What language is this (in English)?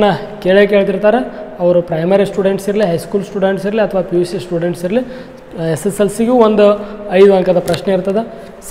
Kannada